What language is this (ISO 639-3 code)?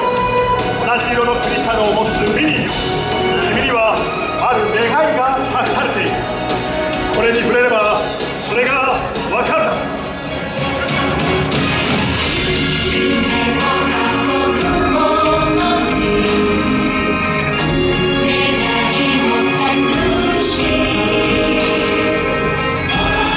jpn